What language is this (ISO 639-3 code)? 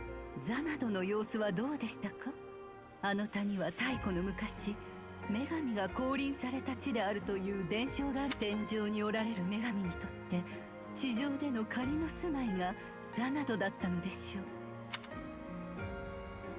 jpn